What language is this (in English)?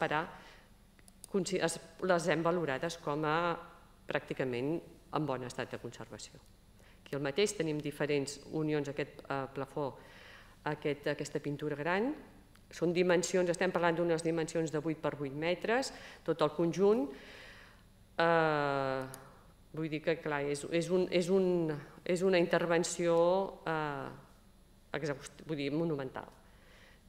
Catalan